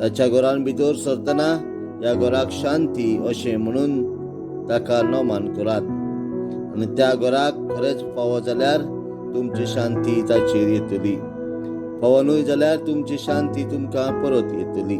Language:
Konkani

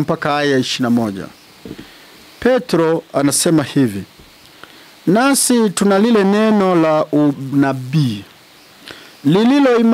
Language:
Swahili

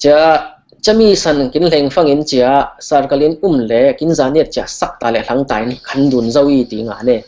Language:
Falam Chin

